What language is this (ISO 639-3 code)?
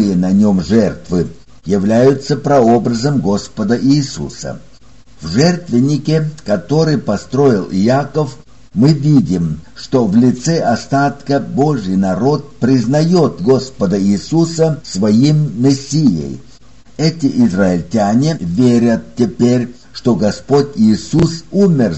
rus